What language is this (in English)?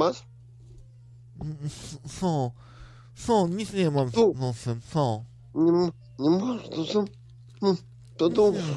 Polish